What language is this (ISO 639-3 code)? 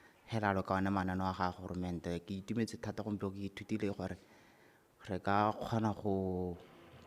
tsn